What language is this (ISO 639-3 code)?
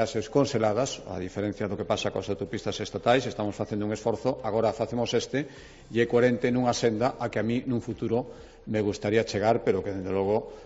glg